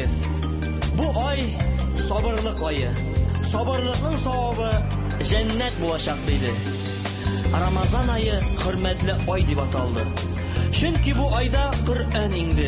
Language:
Tatar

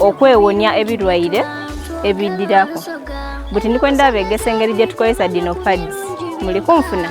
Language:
Soga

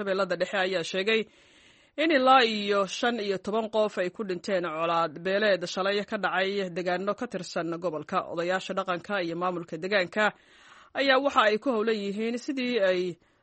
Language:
Somali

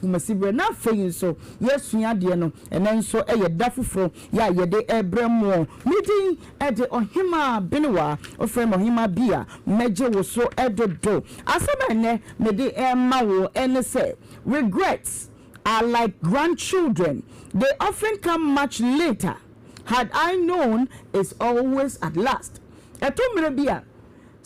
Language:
Akan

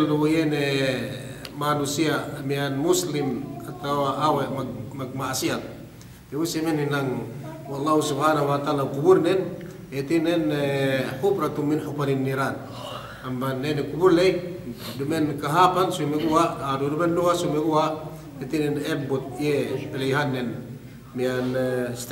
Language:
Yakan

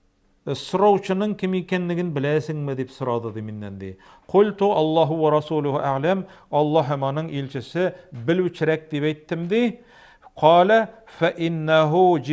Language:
Tatar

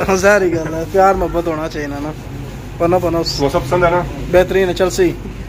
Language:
Pahari-Potwari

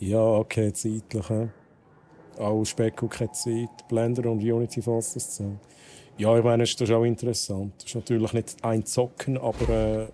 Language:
Swiss German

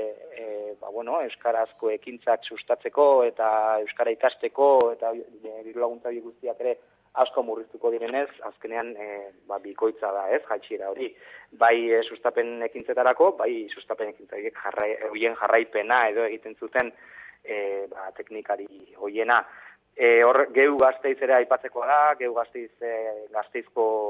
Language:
Basque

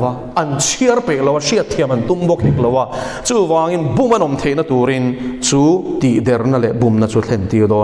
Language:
Mizo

